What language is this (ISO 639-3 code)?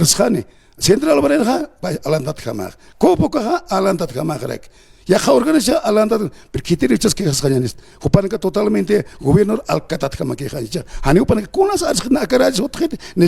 aym